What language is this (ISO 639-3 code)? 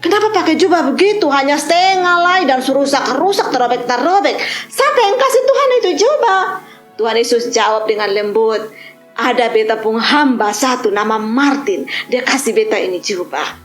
mkn